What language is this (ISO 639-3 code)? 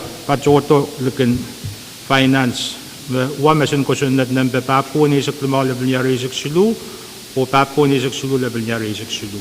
pon